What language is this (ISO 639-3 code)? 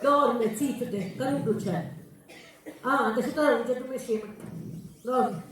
scn